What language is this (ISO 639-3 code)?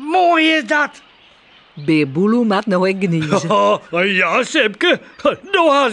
fry